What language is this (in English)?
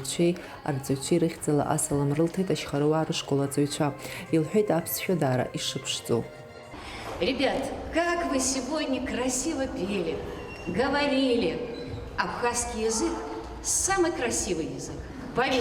Abkhazian